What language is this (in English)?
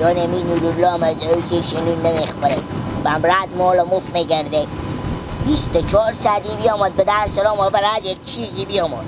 Hazaragi